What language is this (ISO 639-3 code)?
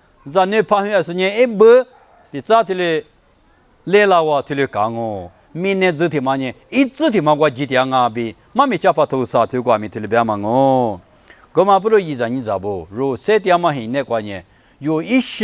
lis